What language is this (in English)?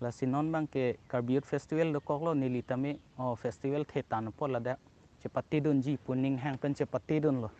Karbi